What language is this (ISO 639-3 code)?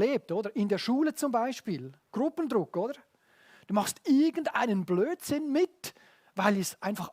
gsw